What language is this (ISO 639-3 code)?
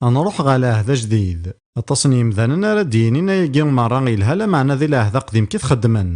kab